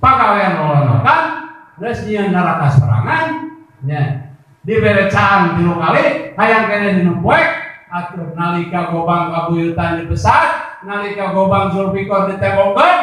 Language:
Sundanese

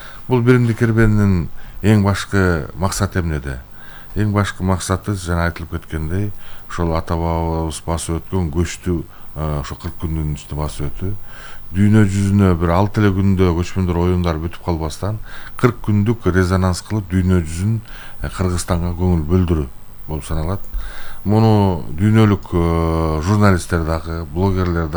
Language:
Kyrgyz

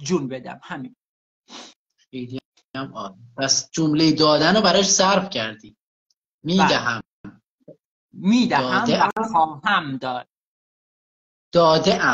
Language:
Persian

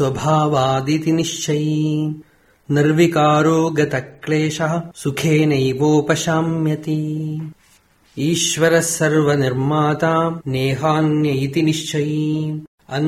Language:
Sanskrit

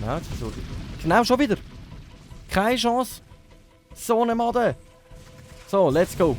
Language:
Swiss German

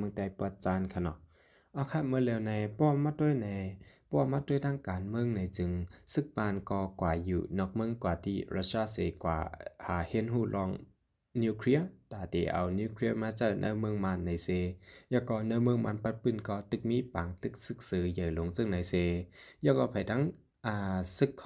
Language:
Shan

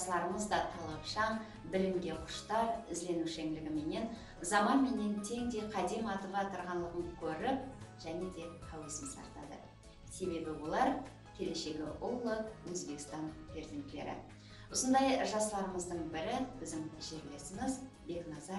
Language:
Kara-Kalpak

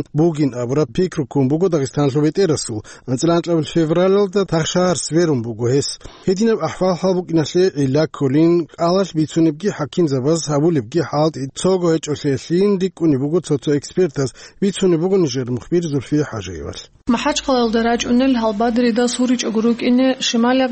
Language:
Avaric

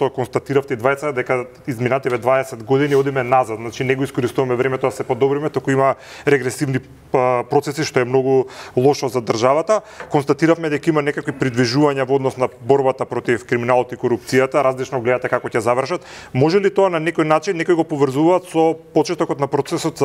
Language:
Macedonian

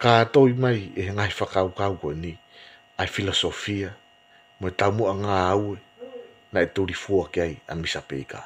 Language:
Tongan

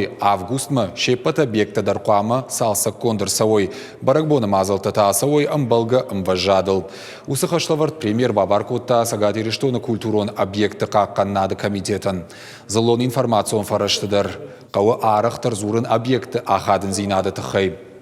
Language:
Ossetic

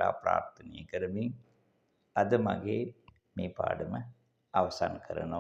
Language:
Sinhala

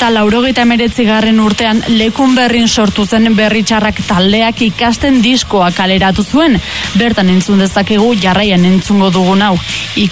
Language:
Basque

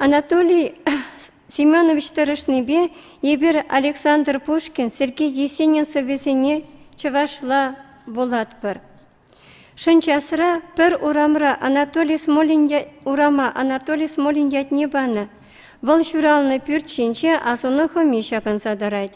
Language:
Chuvash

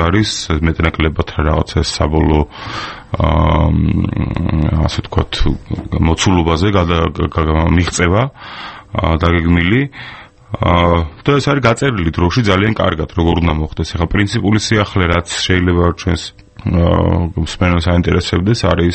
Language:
Georgian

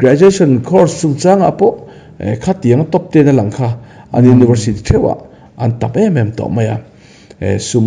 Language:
Mizo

